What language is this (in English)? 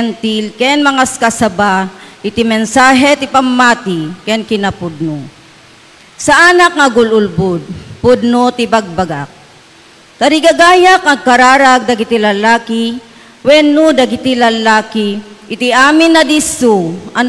Iloko